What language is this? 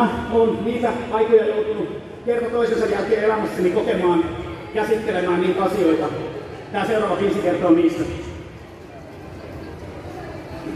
Finnish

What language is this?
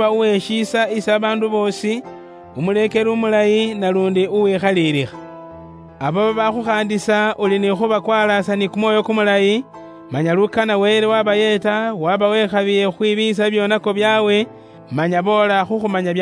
Luyia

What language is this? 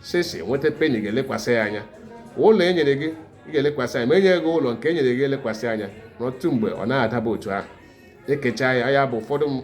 Igbo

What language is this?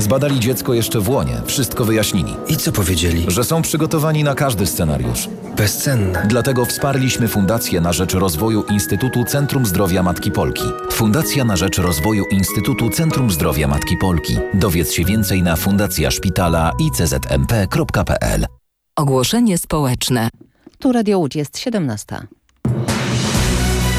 Polish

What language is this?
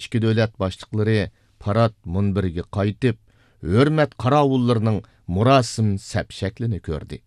Uyghur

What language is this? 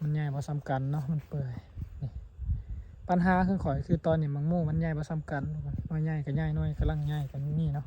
Lao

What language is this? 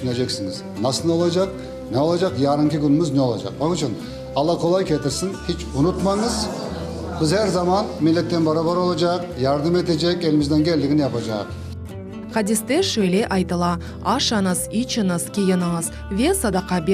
Crimean Tatar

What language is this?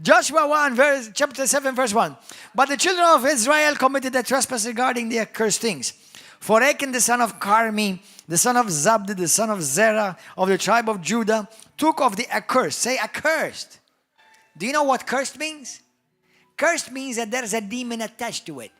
English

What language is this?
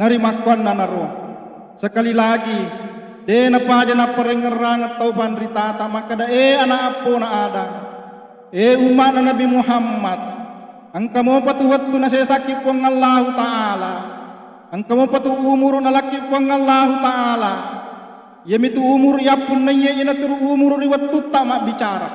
Buginese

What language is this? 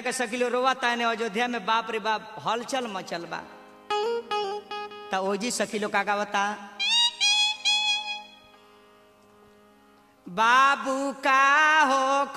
Bhojpuri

